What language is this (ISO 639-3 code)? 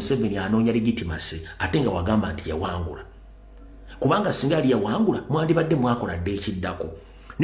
lug